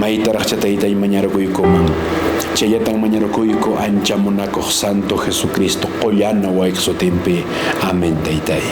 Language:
Quechua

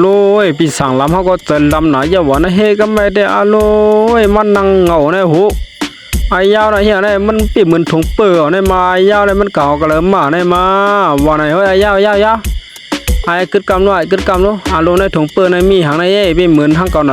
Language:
Shan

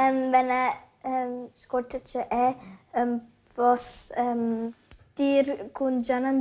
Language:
Romansh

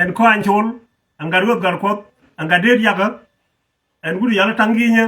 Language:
Nuer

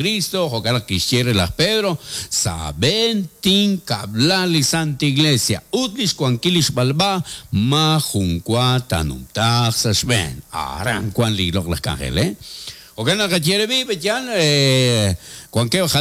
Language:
Kekchí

